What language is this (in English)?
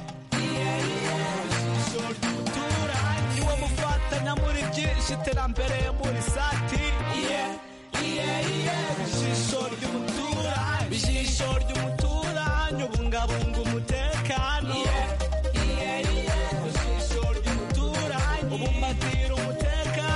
Kinyarwanda